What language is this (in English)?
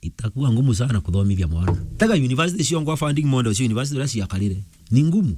Meru